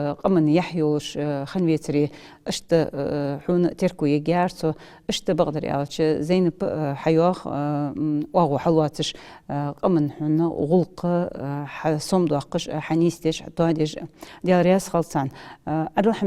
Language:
Ingush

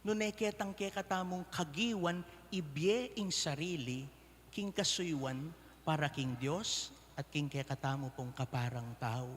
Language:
Pampanga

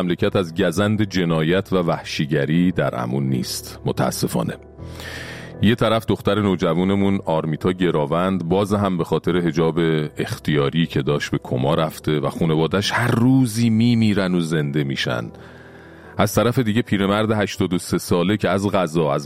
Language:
Persian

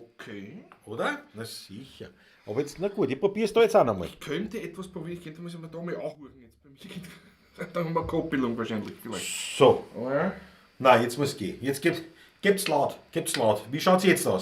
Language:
Bavarian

